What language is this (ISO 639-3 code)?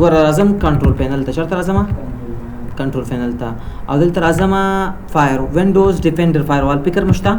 pus